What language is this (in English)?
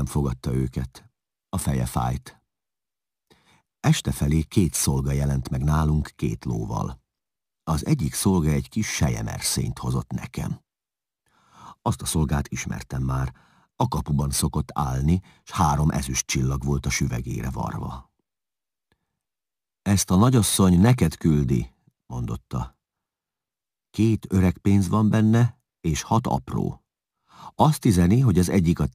Hungarian